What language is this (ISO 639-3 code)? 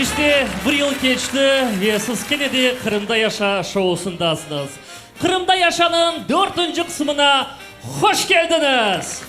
crh